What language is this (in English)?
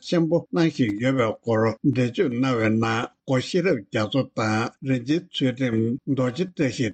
Tibetan